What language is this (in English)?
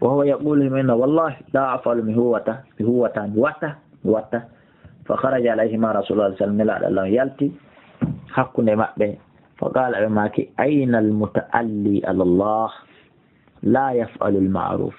Fula